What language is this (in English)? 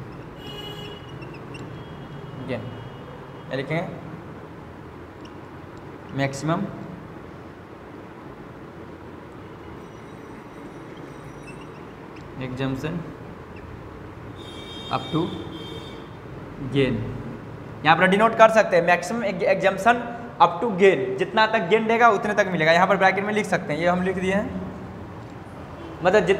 Hindi